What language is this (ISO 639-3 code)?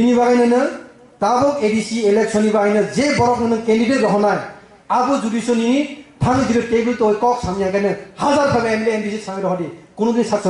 trp